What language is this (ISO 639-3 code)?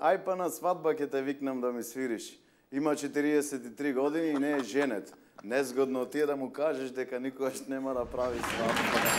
mkd